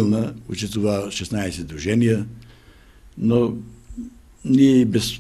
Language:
Macedonian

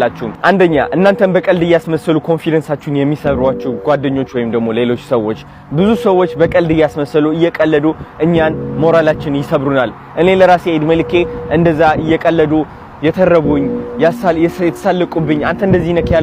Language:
Amharic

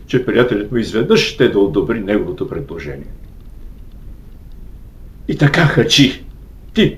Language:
Bulgarian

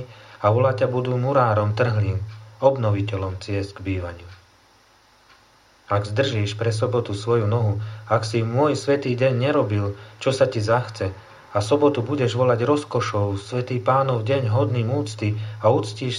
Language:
Slovak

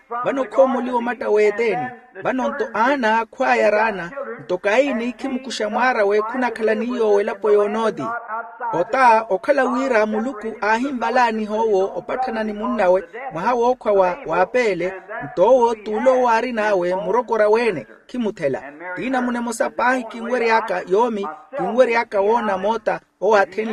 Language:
Makhuwa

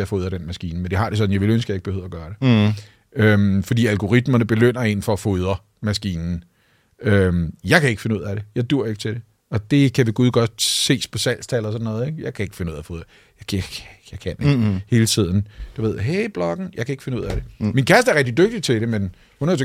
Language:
Danish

